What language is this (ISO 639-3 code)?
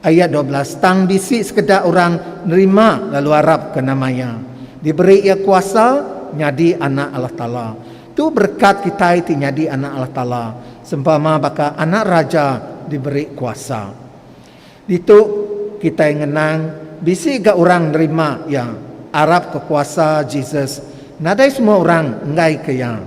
iba